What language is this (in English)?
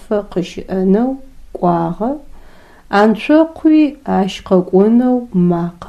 Adyghe